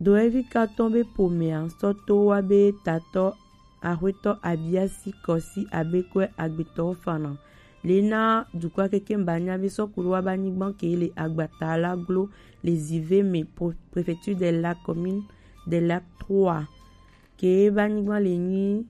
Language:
Gen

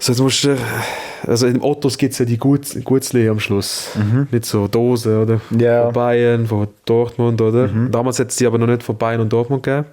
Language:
Swiss German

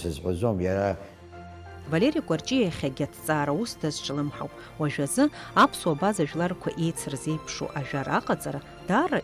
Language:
Abkhazian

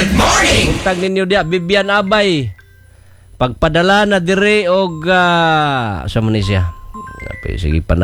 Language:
Cebuano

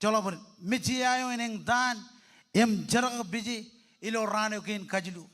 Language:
Marshallese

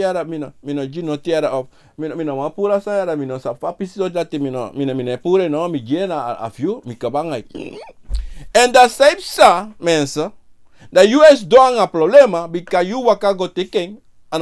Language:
Sranan Tongo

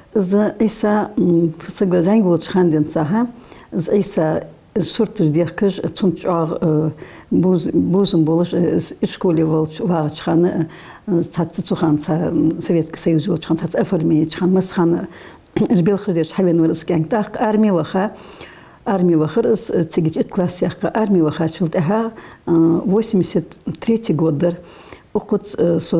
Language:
Ingush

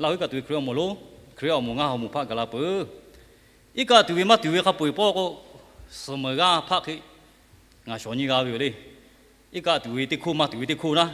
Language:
Lahu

